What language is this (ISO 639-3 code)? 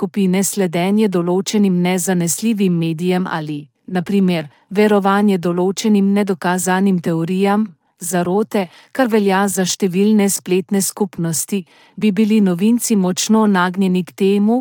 slv